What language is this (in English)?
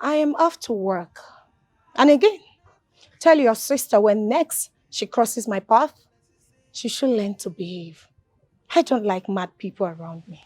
Nigerian Pidgin